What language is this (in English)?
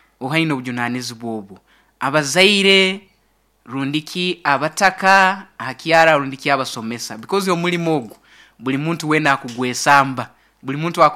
Nyoro